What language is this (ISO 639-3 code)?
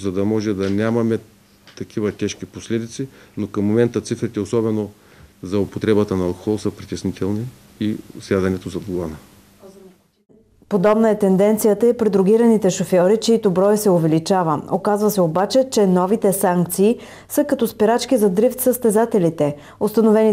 bul